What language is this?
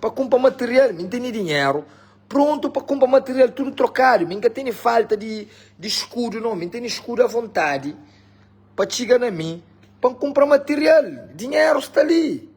Kabuverdianu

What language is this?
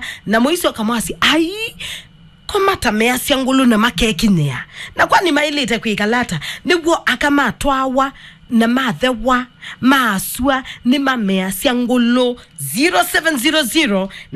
Kamba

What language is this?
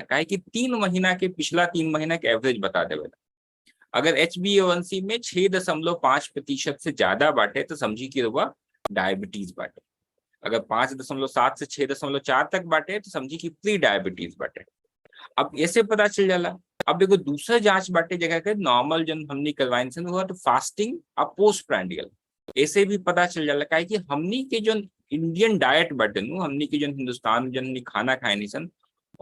Bhojpuri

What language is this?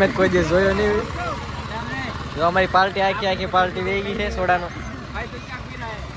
Gujarati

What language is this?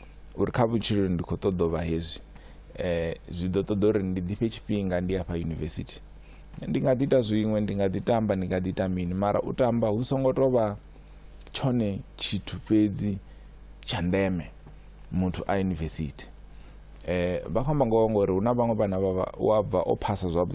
Venda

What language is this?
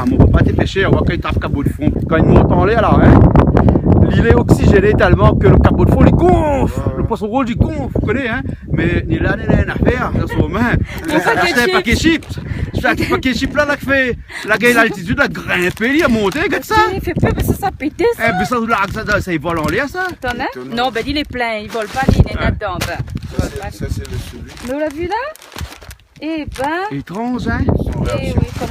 Réunion Creole French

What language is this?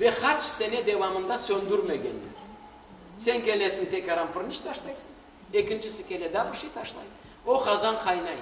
Crimean Tatar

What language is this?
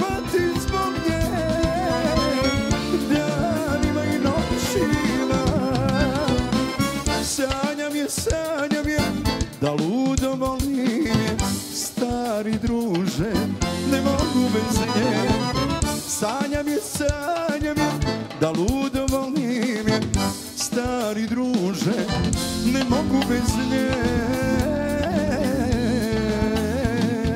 Serbian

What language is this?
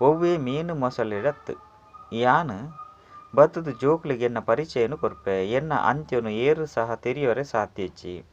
Tulu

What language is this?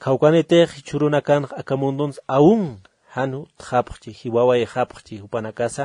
Aymara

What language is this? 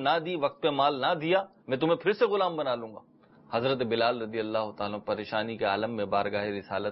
Urdu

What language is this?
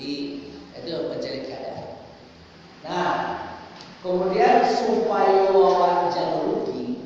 Minangkabau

